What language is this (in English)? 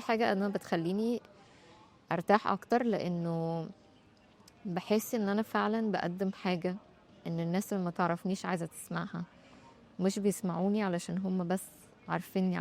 Egyptian Arabic